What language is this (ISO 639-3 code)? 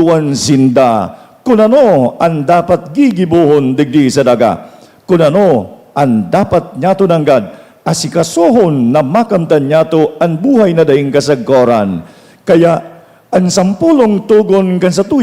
bik